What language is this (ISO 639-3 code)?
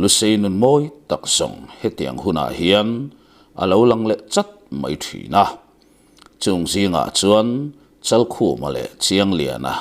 lus